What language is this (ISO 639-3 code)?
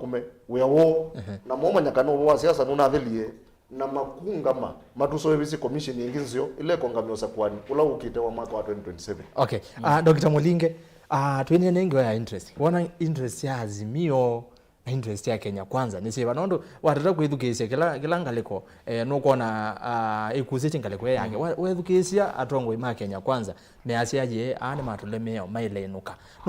kam